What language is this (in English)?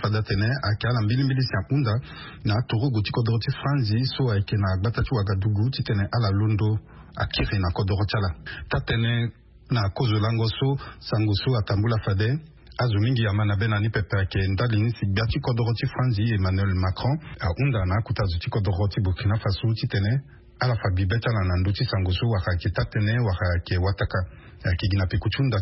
Sango